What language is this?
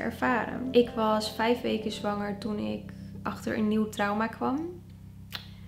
Dutch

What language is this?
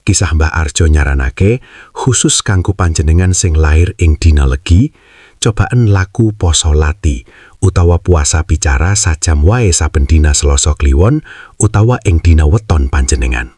Javanese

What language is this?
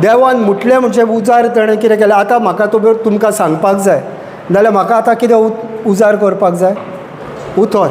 Konkani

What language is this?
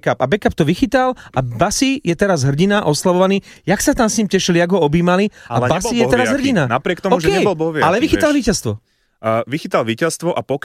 Slovak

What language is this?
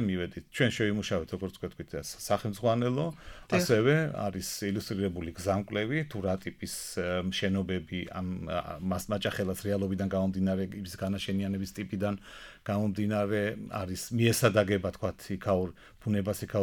Georgian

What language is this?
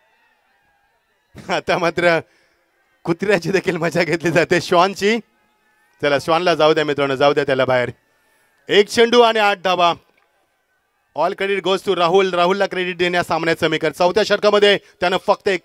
Marathi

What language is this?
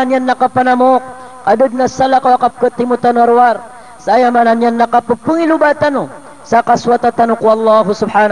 Maranao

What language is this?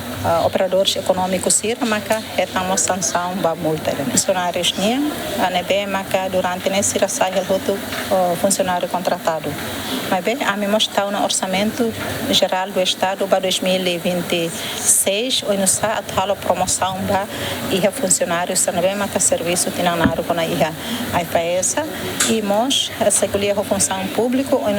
Tetum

